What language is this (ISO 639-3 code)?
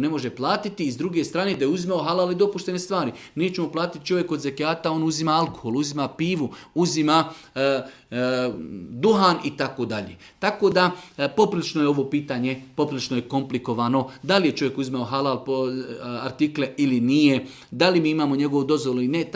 srp